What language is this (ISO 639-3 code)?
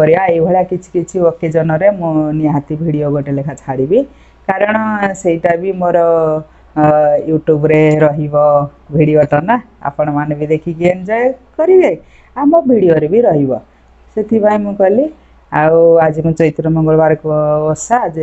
ori